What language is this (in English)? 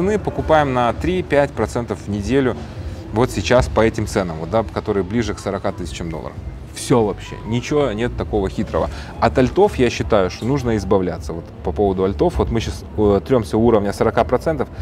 Russian